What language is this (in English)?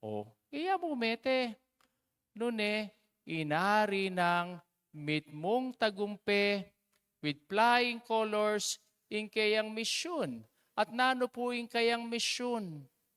Pampanga